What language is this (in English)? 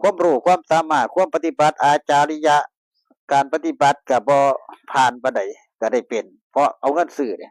Lao